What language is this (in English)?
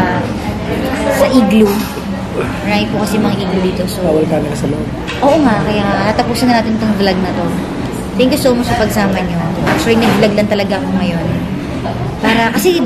Filipino